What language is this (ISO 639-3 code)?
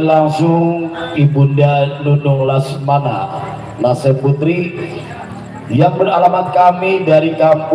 bew